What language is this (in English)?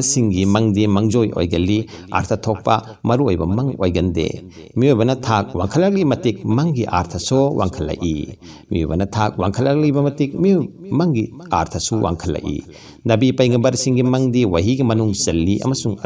Manipuri